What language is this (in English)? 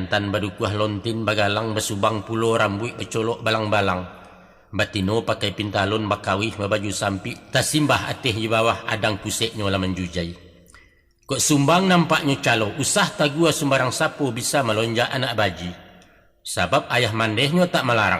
Minangkabau